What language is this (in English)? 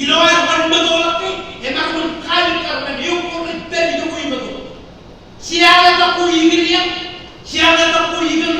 Marshallese